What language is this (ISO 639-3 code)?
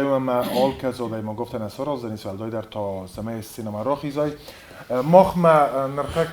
oss